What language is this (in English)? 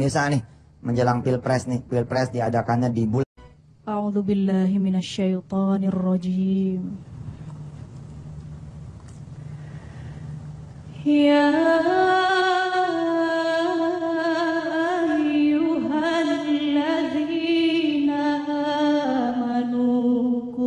Indonesian